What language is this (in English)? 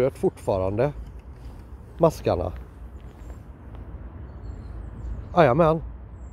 Swedish